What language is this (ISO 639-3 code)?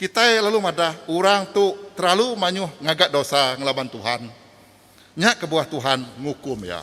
iba